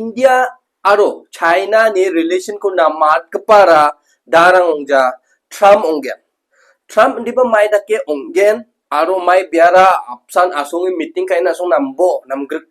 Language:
Garo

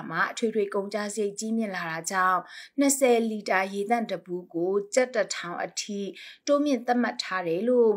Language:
Burmese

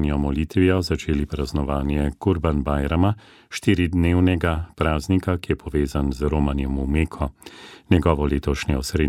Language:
Slovenian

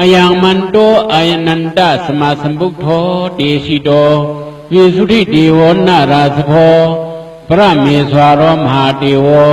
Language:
Shan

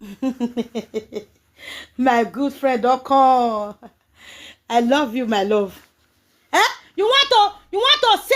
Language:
Nigerian Pidgin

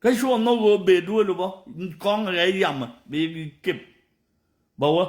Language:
Nuer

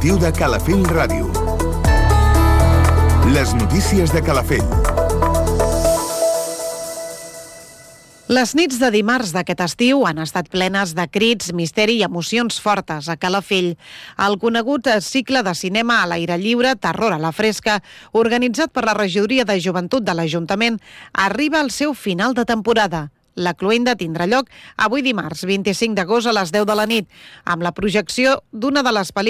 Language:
Catalan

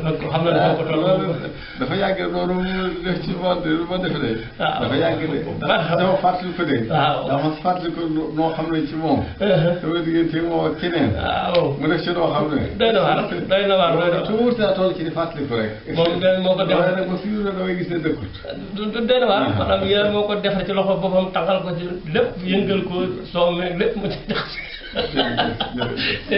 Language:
Wolof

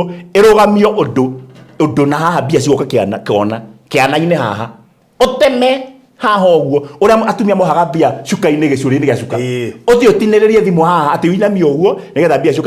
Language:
Kikuyu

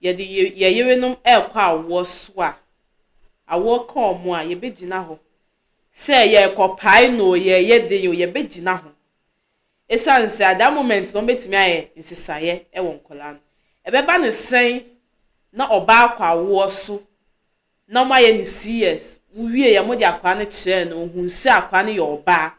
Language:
Akan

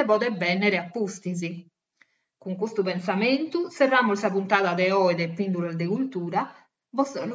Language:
Sardinian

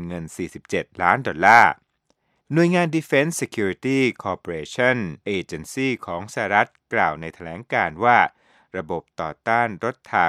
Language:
Thai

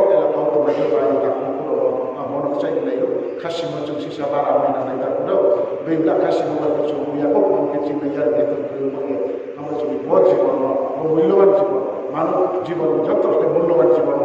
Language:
Riang (India)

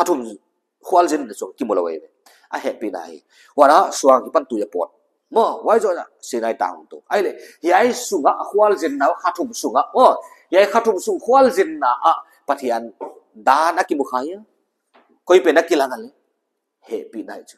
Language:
Paite Chin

